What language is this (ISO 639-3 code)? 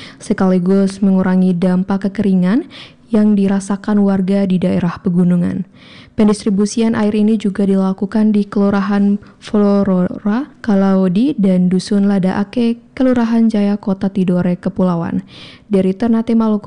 ind